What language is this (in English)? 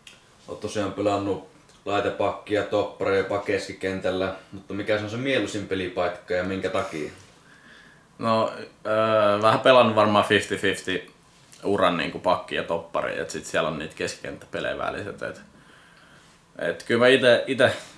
Finnish